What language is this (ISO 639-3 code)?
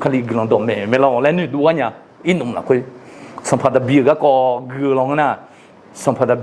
ahk